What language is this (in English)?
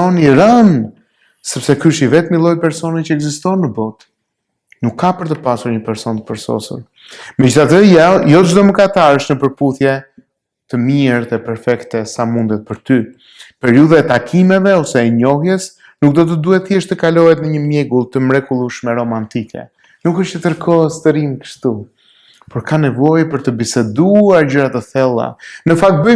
Albanian